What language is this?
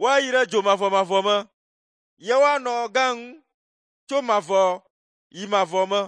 Ewe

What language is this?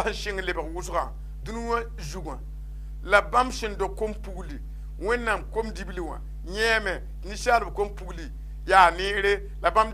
Mossi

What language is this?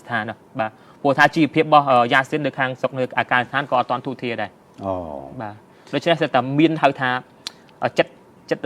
Khmer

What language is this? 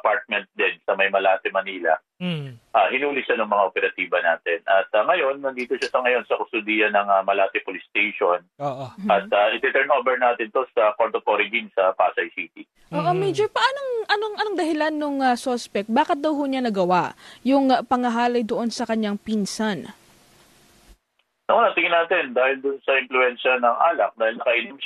Filipino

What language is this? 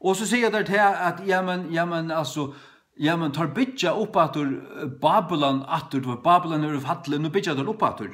Faroese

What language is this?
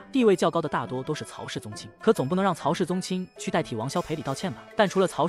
Chinese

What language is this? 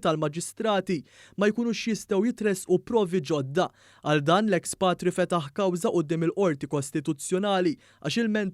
Maltese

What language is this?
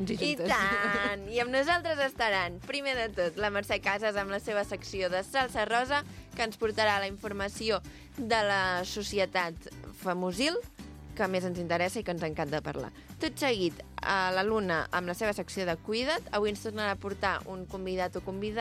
Catalan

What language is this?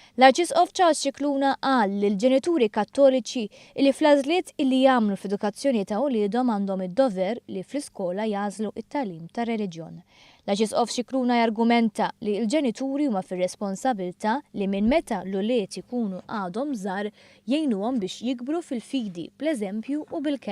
Maltese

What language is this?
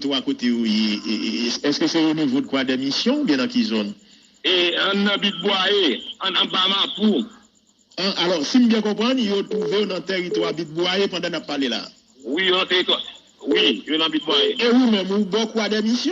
Haitian Creole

